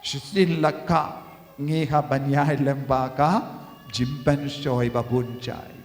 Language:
Khasi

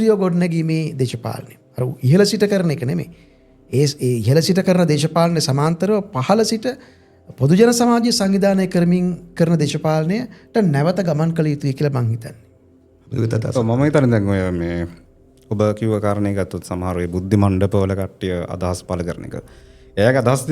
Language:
Sinhala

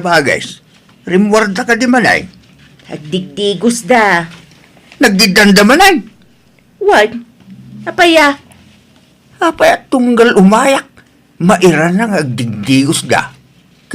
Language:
Iloko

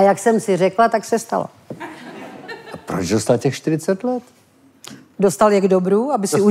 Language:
Czech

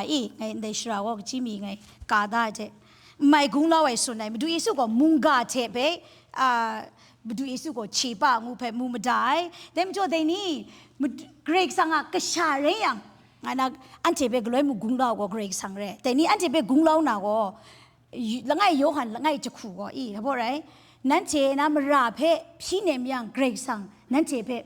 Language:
Kachin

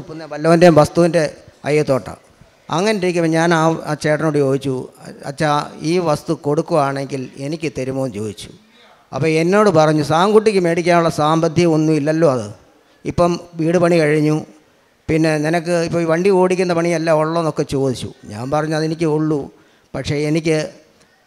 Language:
Malayalam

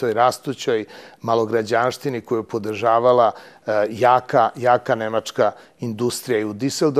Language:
Serbian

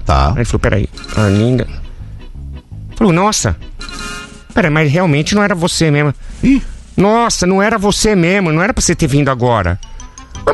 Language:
Portuguese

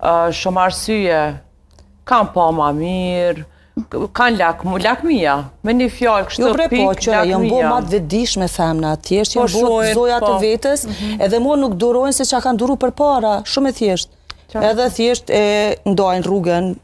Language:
Albanian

